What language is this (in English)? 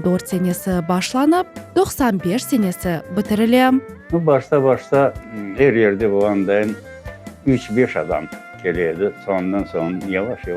Crimean Tatar